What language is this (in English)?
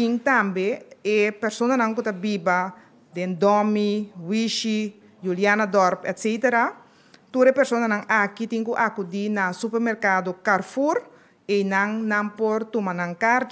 Papiamento